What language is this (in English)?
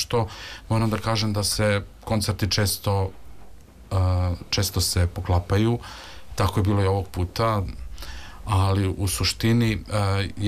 Serbian